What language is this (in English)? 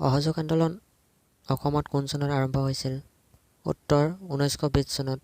Assamese